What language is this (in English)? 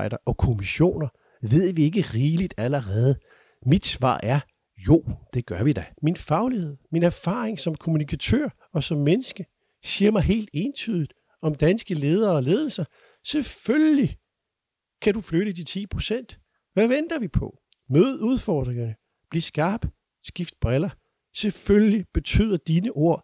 Danish